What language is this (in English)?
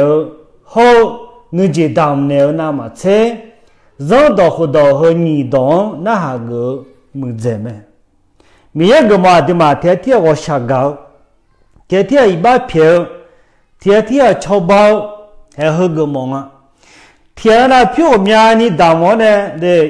Akha